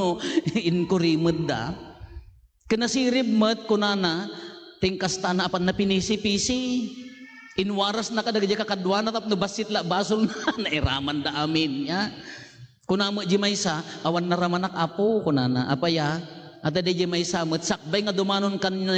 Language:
Iloko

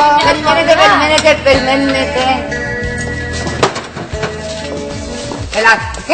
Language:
Greek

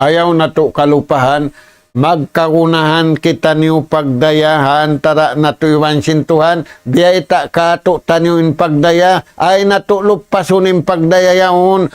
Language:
Tausug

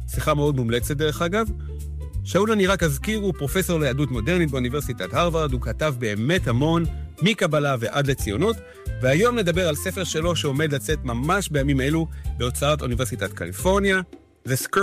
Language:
Hebrew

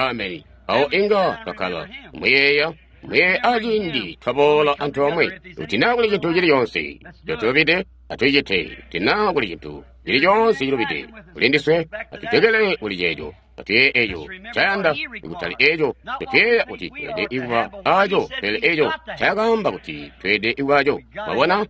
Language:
Tonga (Zambia)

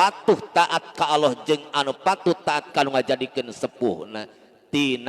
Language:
Sundanese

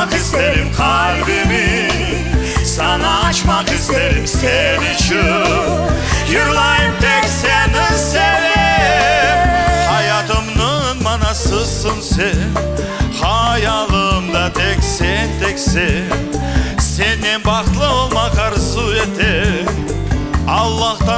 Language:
Crimean Tatar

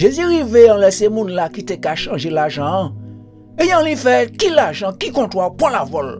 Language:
Guadeloupean Creole French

